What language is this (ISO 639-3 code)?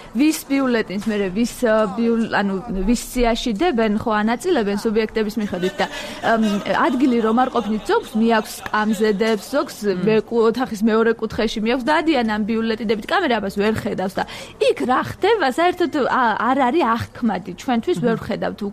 kat